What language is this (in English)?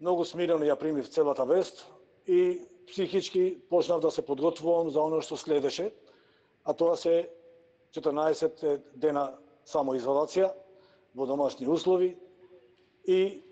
Macedonian